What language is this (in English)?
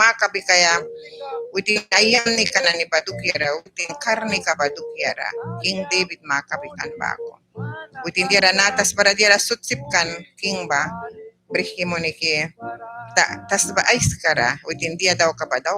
Mískito